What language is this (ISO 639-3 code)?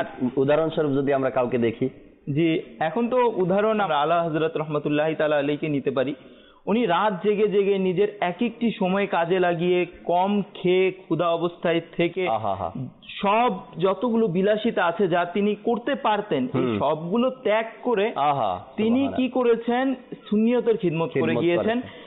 ben